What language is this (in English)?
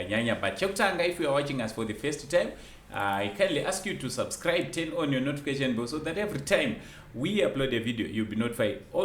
Shona